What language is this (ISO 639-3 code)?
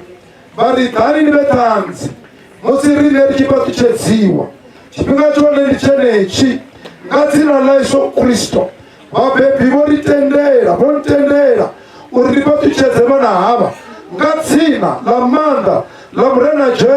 ven